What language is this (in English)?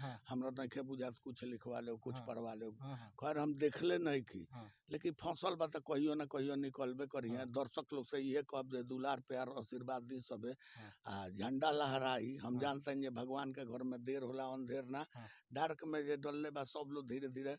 Bhojpuri